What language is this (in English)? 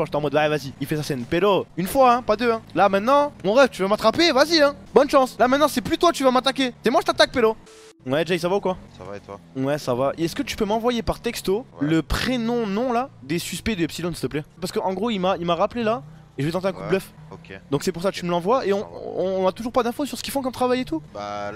French